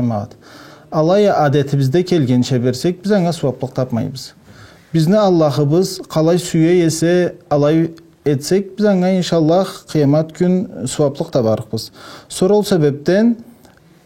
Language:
Karachay-Balkar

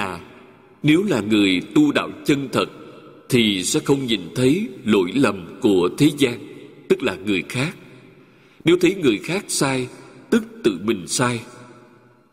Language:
Vietnamese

